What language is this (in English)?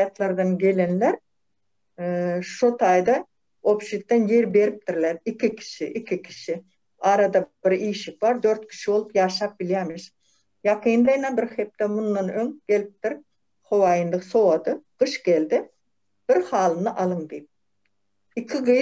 Turkmen